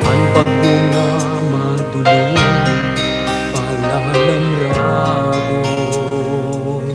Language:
Waray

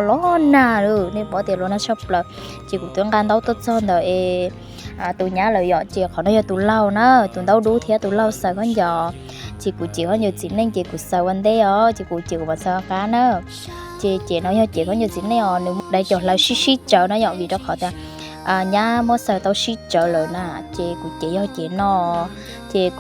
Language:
Hmong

